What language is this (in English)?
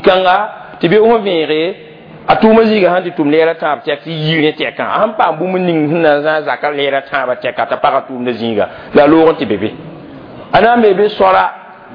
Mossi